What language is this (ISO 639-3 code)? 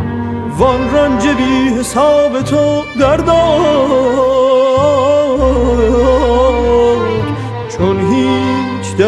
fas